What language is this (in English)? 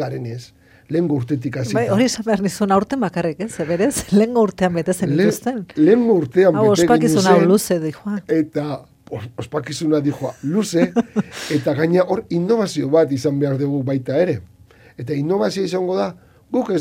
Basque